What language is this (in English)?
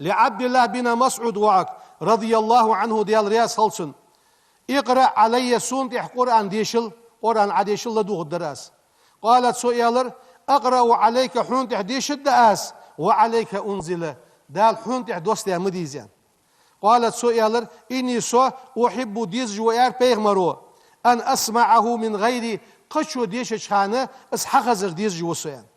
Ingush